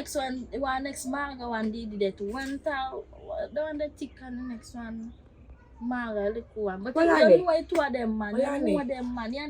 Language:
Jamaican Creole English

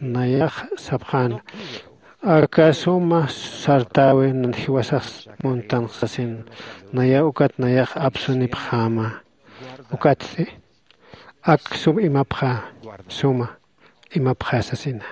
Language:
Aymara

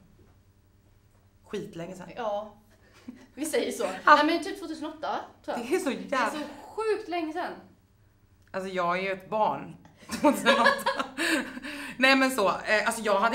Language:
Swedish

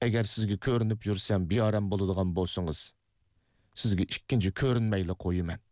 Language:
Uyghur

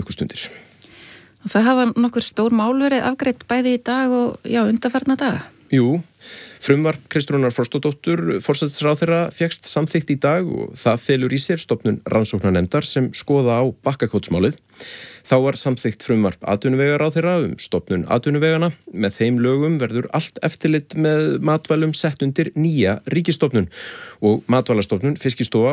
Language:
Icelandic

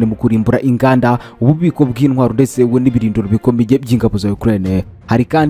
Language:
Kinyarwanda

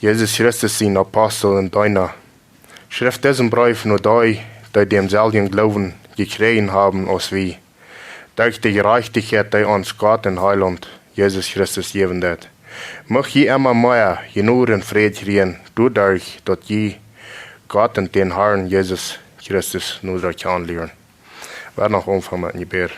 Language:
Plautdietsch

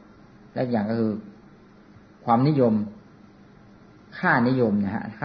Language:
Thai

